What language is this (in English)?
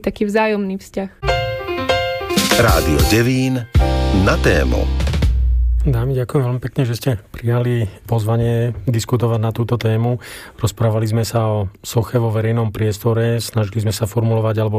Slovak